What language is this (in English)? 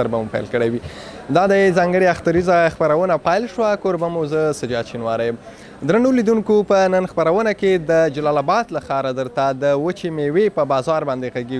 Pashto